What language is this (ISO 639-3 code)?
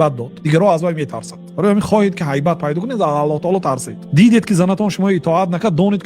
tgk